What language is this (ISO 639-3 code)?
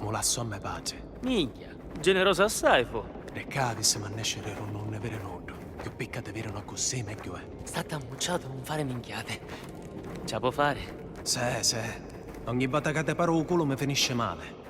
scn